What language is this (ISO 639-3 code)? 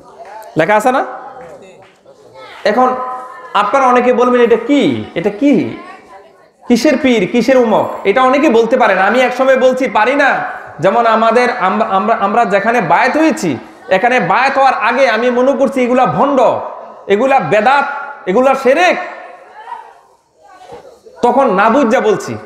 ben